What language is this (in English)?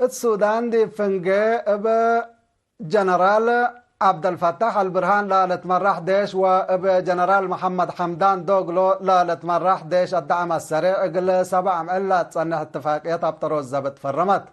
Tigre